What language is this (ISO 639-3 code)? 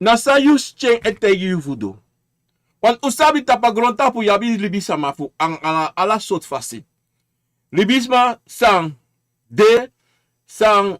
srn